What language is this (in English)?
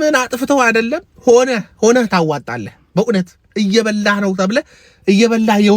Amharic